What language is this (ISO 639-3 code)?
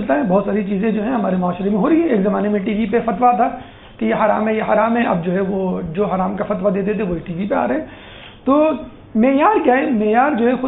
urd